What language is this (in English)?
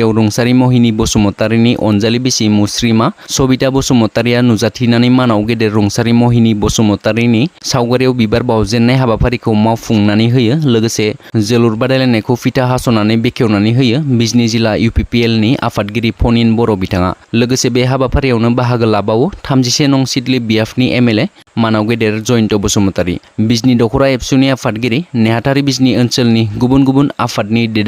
Bodo